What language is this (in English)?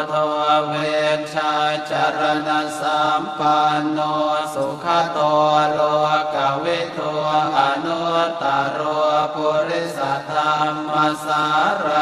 Pali